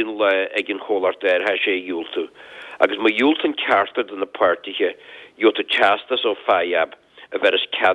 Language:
Irish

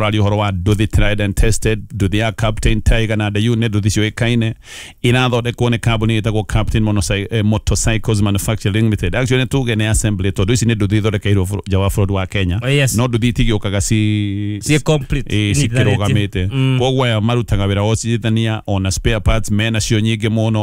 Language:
Kikuyu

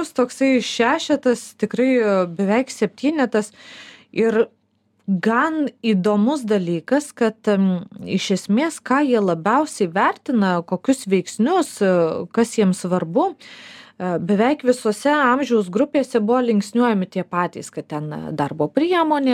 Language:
Lithuanian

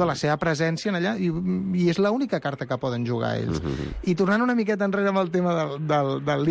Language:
Catalan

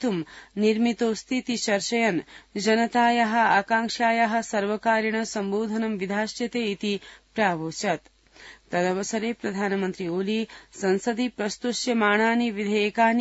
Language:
Sanskrit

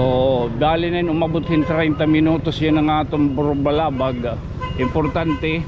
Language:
Waray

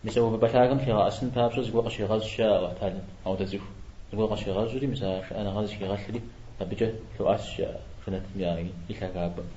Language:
Kabardian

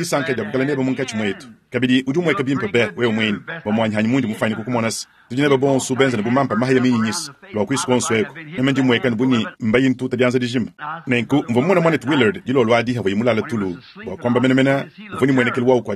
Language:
Luba-Lulua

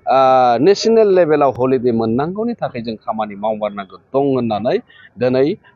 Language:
Bodo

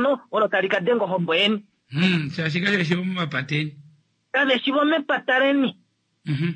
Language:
Kuanyama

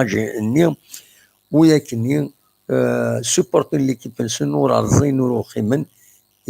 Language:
Kabyle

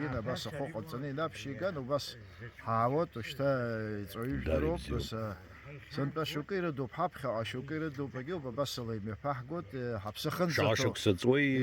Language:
Abkhazian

